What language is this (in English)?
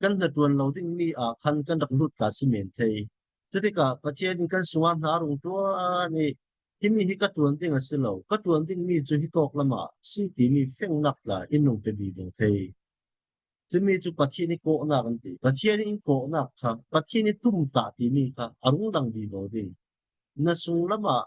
Falam Chin